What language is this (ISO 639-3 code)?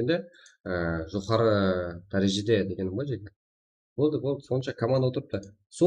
kaa